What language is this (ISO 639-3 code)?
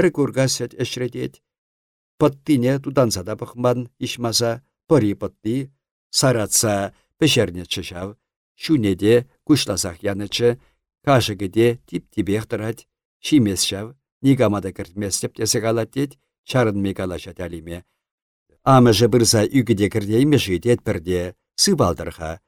chv